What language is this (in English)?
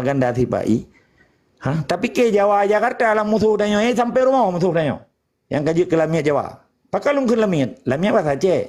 Achinese